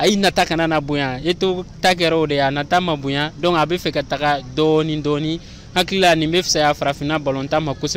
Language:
Bambara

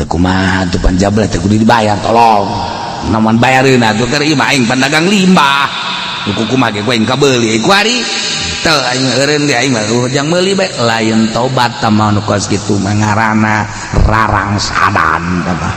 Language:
Sundanese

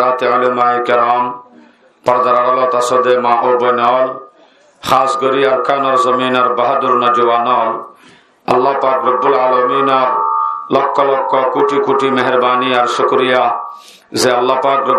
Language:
Rohingya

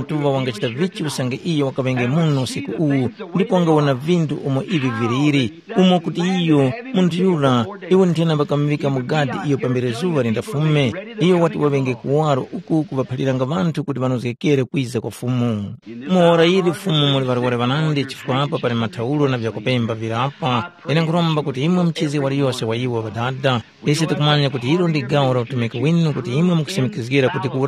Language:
Tumbuka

